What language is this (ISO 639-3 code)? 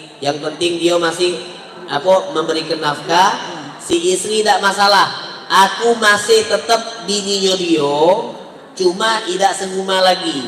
mui